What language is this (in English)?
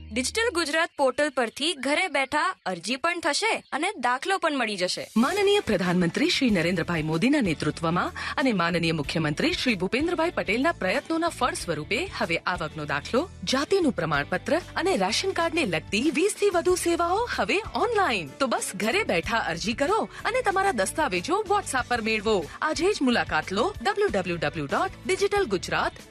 Gujarati